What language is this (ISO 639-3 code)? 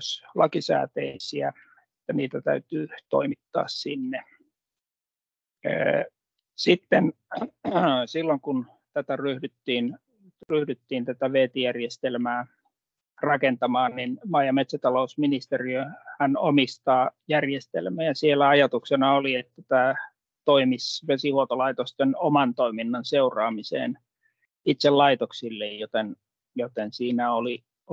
fin